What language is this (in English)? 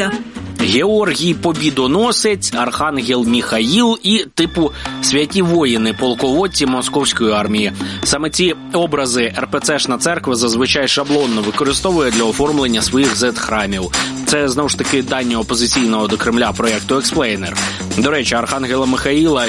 Ukrainian